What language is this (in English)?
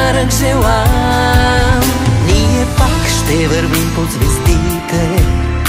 Bulgarian